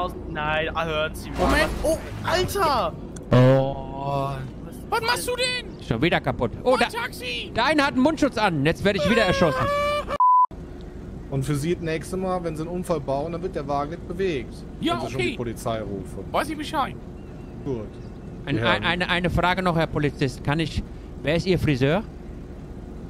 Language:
German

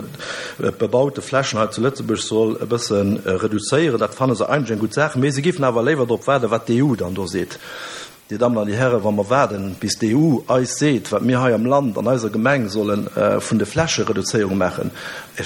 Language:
Luxembourgish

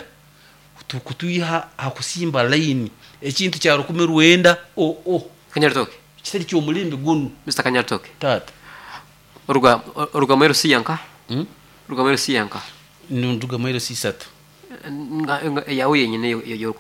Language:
Nyoro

